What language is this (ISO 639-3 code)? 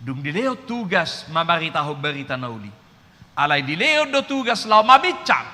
bbc